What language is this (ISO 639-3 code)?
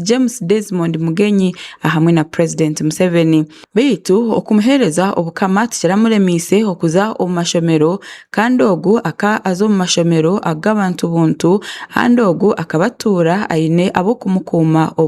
ttj